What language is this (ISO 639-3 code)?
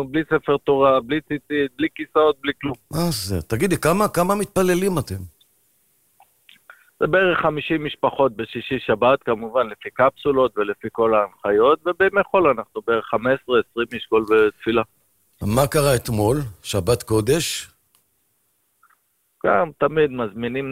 heb